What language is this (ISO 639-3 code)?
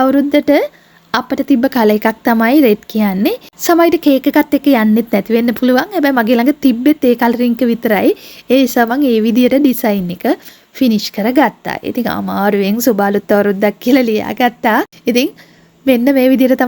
sin